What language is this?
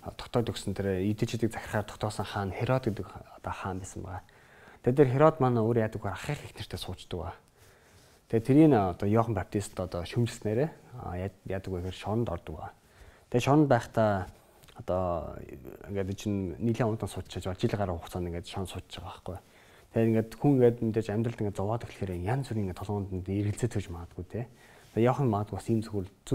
Mongolian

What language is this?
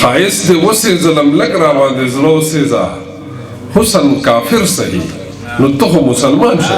Pashto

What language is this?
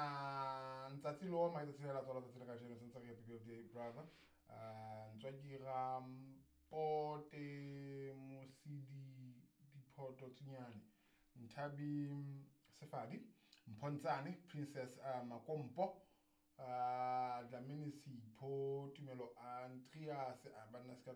Southern Sotho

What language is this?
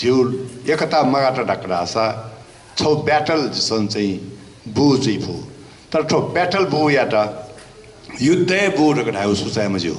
Newari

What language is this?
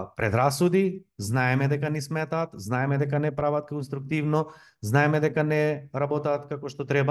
Macedonian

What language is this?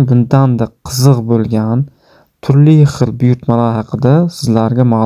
Uzbek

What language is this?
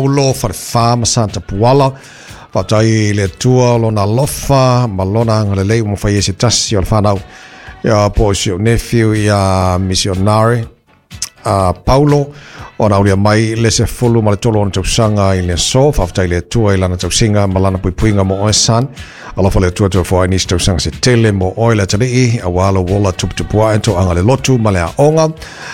Samoan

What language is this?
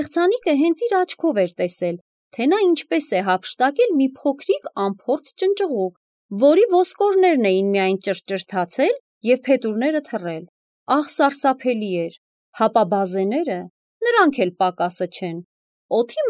Armenian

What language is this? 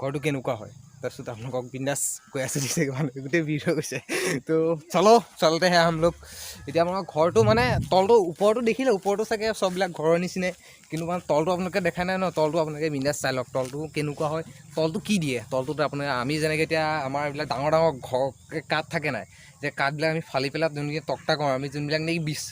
Assamese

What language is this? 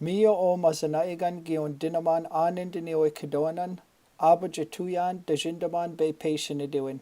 Chippewa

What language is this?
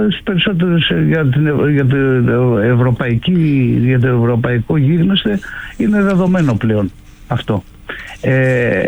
Greek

